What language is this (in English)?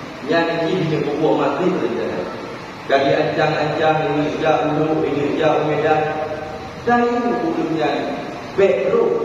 Achinese